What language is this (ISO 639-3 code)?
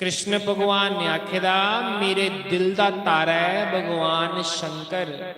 doi